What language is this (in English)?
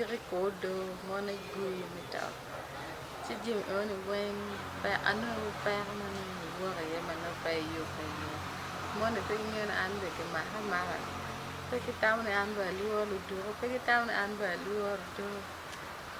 Acoli